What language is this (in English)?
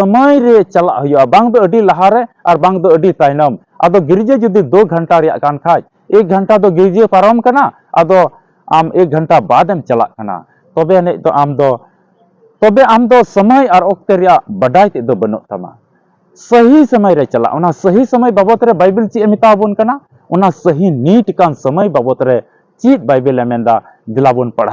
Santali